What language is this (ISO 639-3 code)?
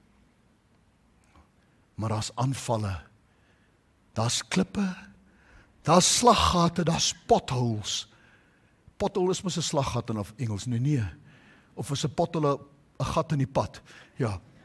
afr